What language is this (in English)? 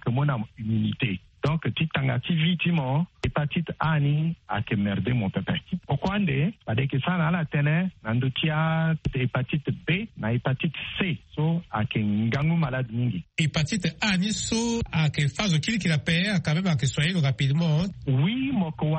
Sango